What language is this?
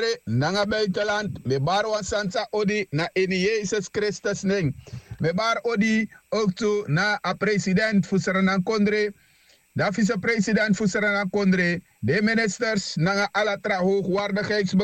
Sranan Tongo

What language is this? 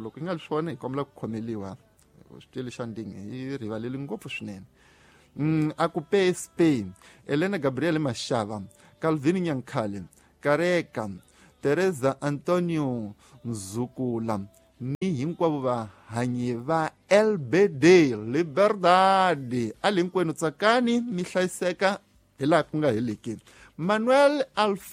Tsonga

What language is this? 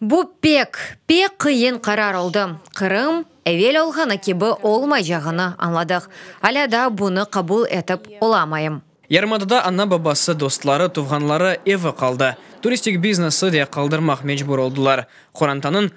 Crimean Tatar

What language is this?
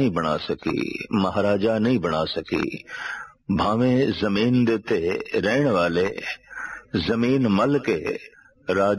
Punjabi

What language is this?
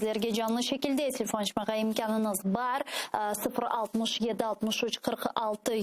Crimean Tatar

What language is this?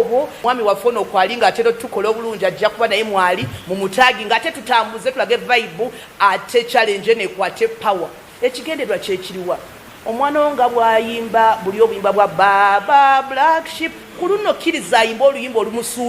Nyankole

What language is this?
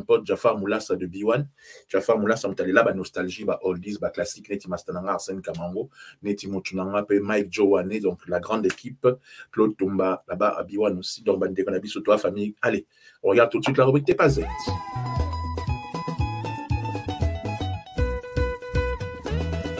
French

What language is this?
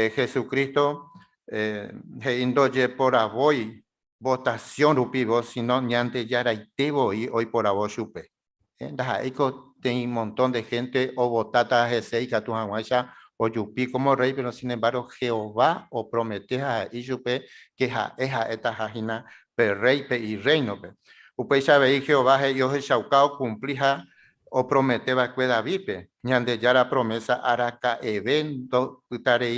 Guarani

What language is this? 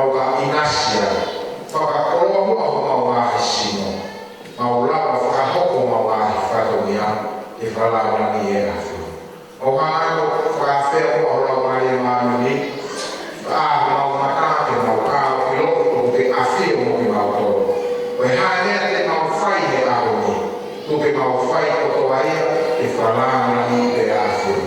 Tongan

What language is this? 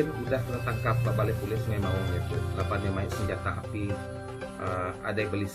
Iban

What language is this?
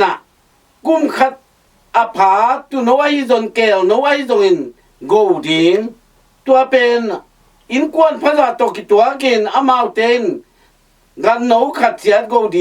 Tedim Chin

